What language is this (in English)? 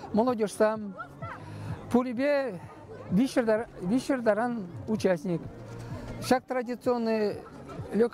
Chuvash